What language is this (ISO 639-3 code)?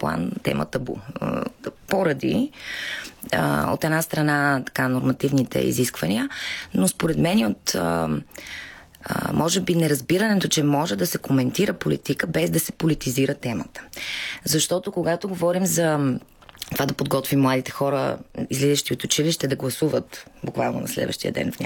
bul